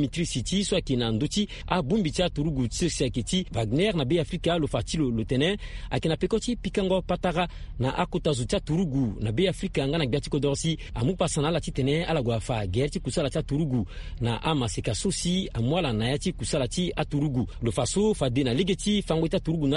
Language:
Sango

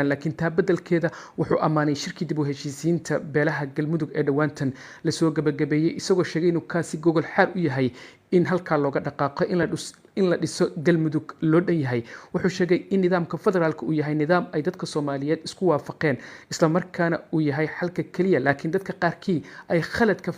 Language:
Somali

